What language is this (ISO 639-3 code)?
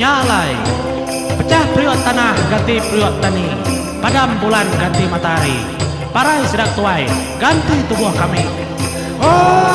iba